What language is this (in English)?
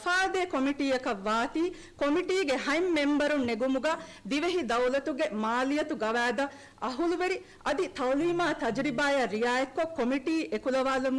Divehi